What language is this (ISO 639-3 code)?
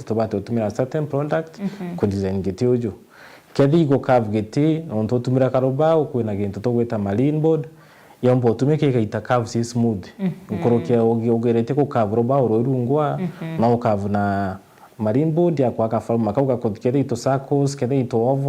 mer